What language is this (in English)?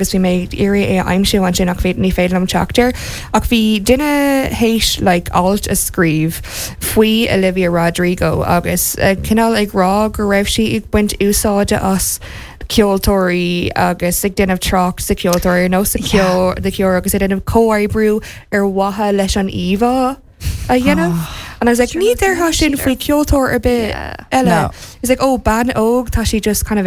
Irish